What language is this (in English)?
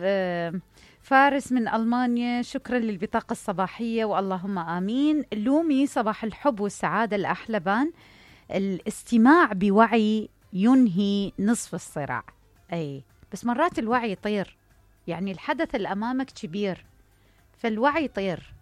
Mesopotamian Arabic